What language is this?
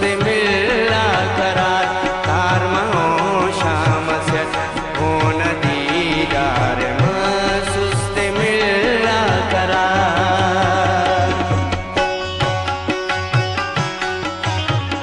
Brahui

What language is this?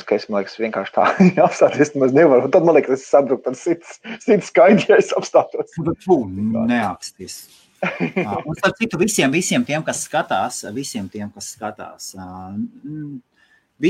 Latvian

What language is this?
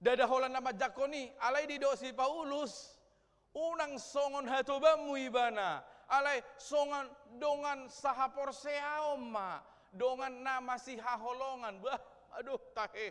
Batak Toba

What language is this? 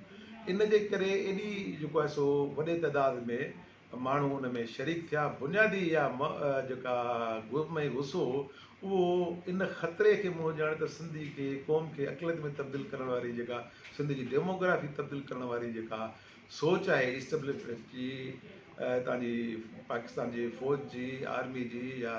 Sindhi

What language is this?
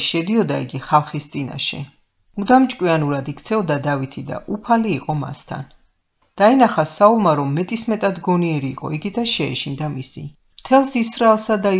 Georgian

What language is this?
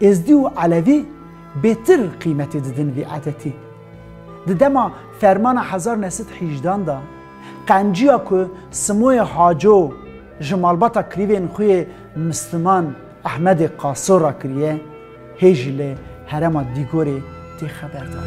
Kurdish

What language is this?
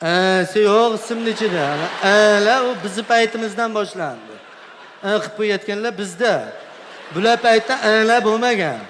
Uzbek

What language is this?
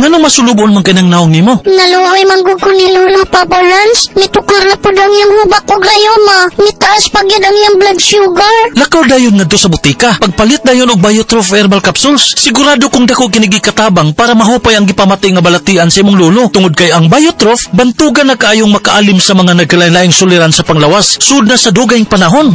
Cebuano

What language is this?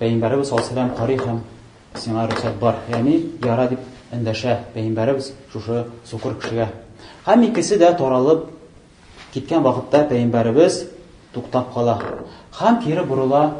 Tatar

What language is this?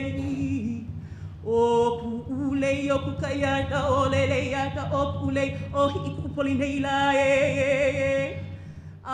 Hawaiian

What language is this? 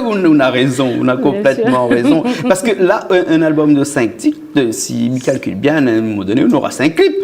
Réunion Creole French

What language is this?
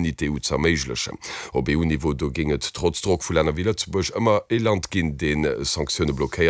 Luxembourgish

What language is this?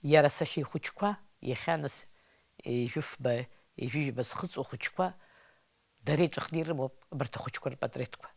Abkhazian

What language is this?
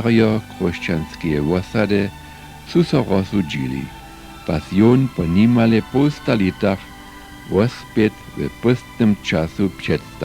Upper Sorbian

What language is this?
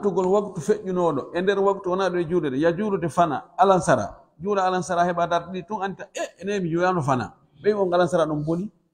Pular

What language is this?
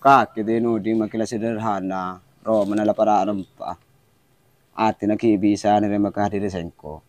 Madurese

